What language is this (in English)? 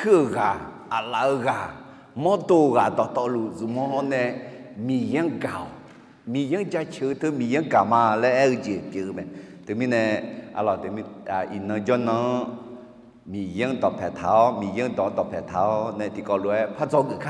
Akha